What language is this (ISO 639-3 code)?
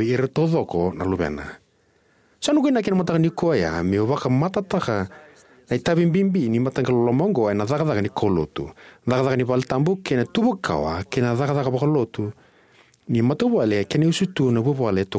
fij